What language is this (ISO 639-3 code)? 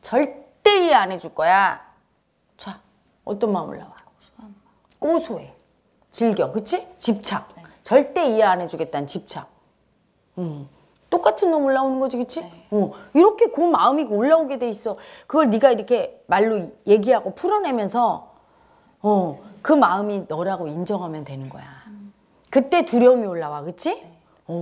kor